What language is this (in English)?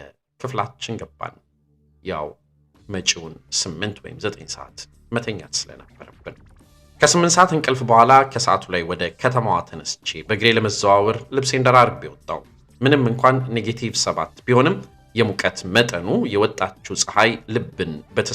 Amharic